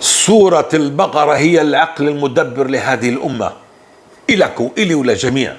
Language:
North Levantine Arabic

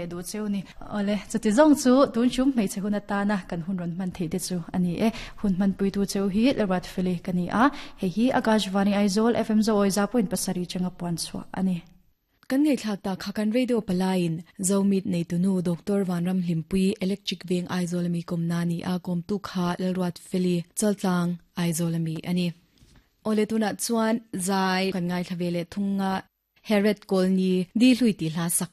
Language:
Mizo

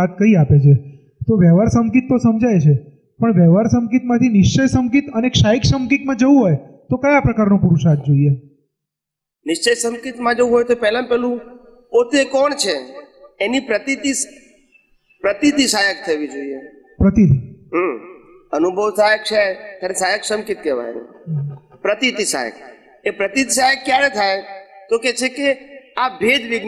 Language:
Gujarati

